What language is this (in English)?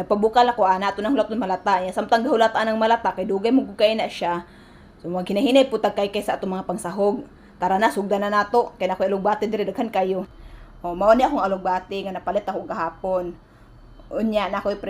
Cebuano